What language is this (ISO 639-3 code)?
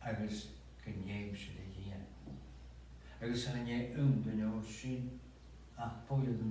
gla